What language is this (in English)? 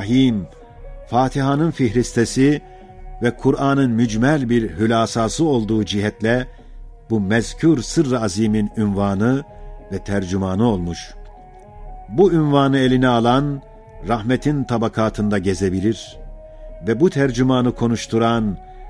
Ottoman Turkish